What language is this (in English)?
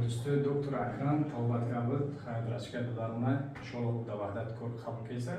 Tajik